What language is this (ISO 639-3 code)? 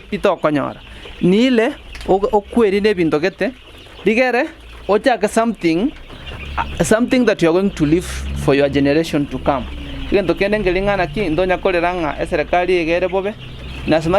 guz